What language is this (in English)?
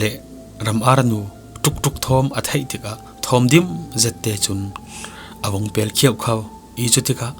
Falam Chin